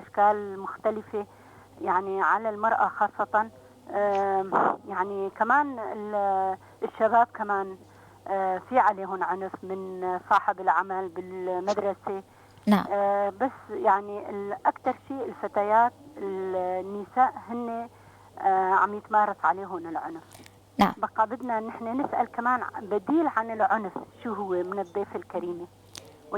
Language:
North Levantine Arabic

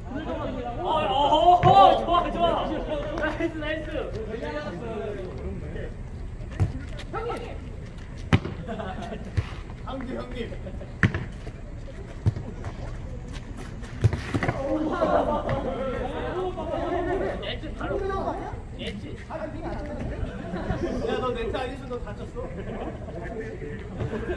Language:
Korean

